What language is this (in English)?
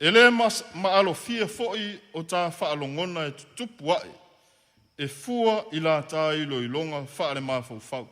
Samoan